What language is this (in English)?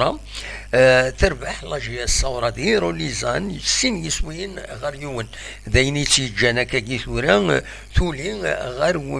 Kabyle